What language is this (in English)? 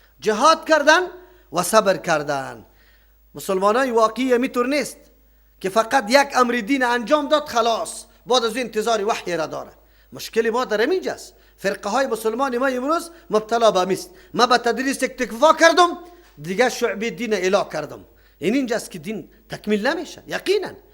Persian